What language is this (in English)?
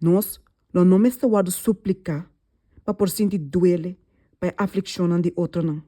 Papiamento